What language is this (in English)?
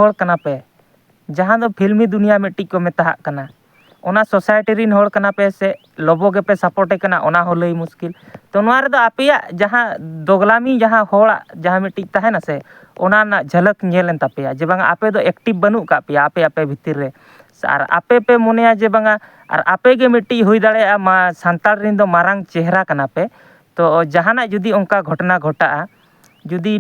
Santali